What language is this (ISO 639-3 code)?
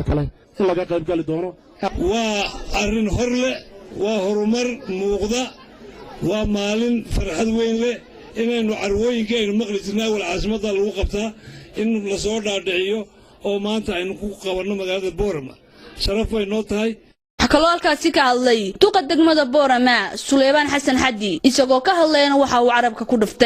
som